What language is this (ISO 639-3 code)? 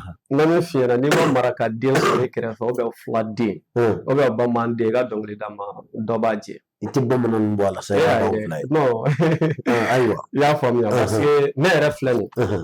bam